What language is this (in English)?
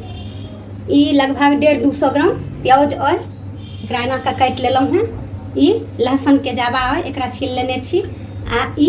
Maithili